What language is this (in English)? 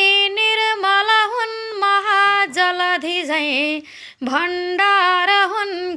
Nepali